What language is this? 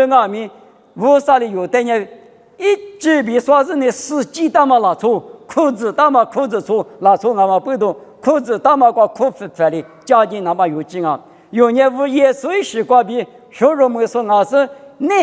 Lisu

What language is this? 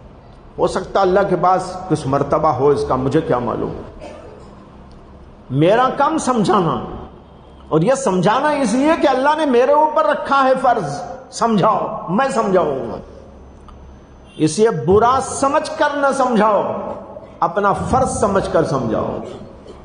Urdu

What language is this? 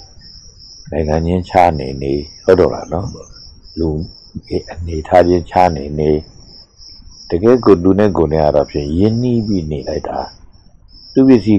Burmese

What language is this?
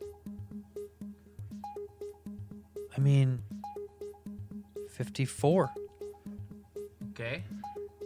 English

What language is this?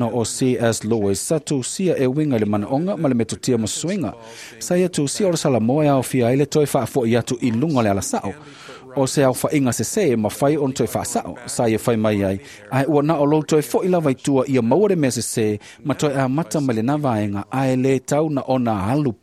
Samoan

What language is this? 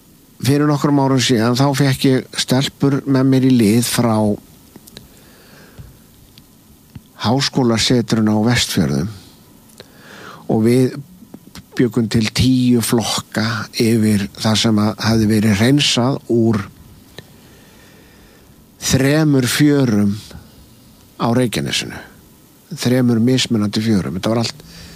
Icelandic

